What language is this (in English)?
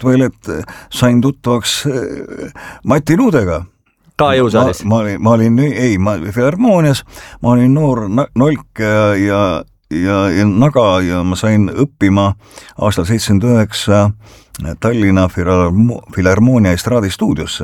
Estonian